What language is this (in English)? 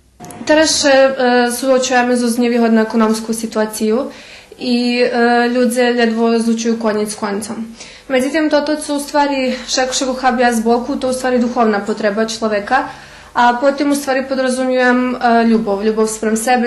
Rusyn